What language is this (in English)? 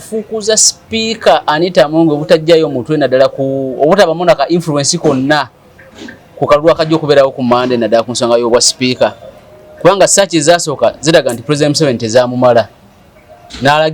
Ganda